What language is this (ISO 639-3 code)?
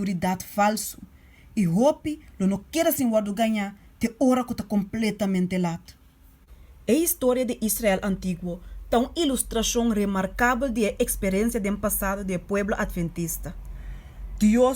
pap